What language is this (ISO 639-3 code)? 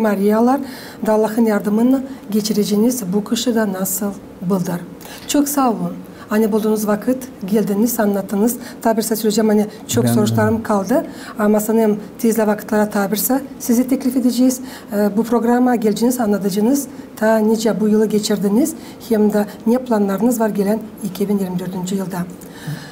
gag